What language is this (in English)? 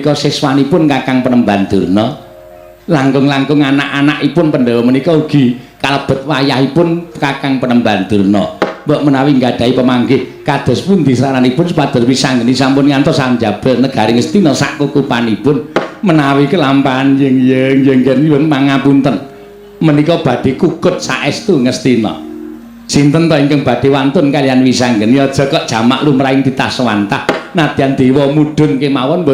Javanese